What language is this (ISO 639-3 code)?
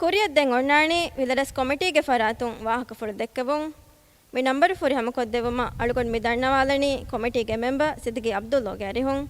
div